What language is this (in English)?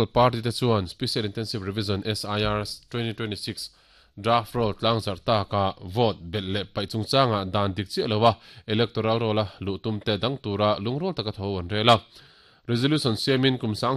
Mizo